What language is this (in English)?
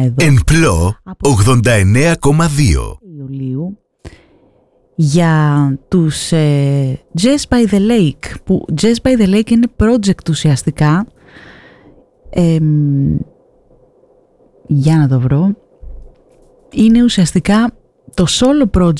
Greek